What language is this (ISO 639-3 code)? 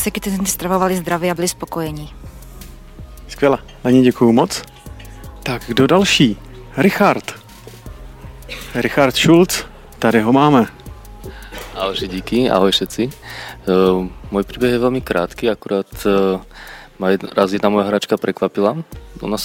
ces